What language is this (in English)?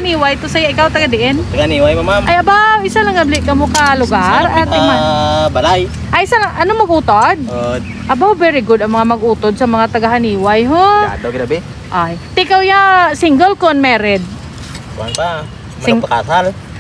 Hiligaynon